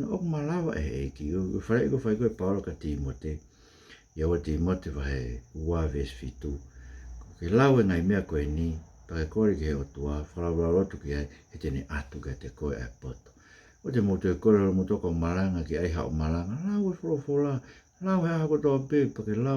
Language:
Tongan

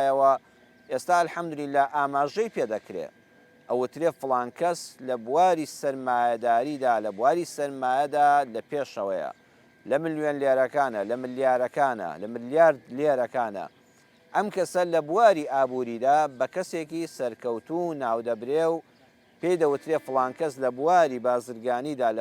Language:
Central Kurdish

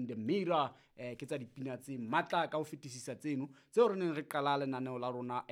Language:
Southern Sotho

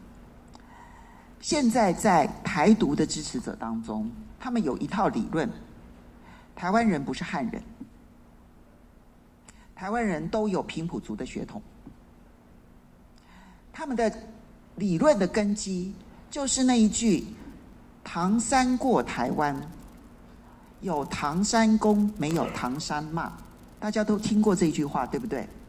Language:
Chinese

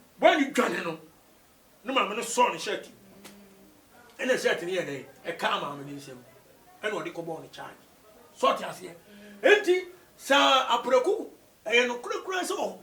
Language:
Akan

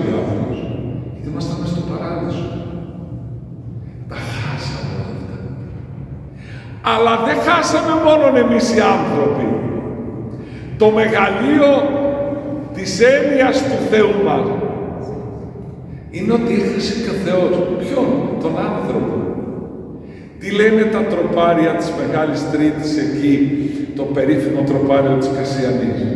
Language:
Greek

